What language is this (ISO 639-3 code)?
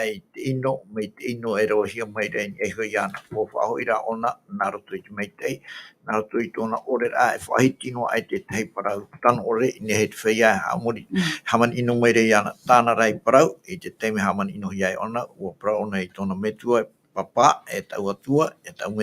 tah